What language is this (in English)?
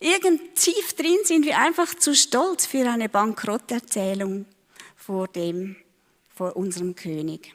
Swiss German